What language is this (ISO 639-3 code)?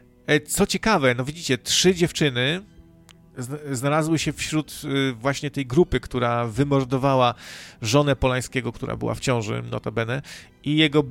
pol